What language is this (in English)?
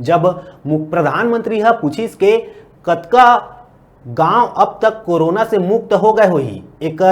Chhattisgarhi